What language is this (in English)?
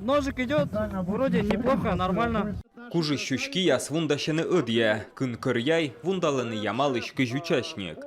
Komi